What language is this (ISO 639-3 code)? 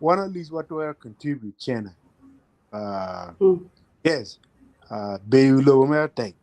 ach